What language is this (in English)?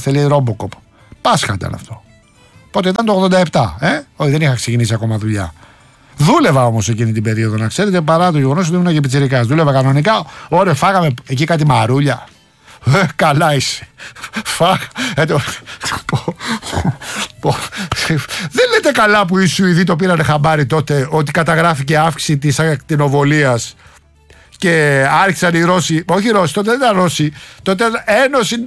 Greek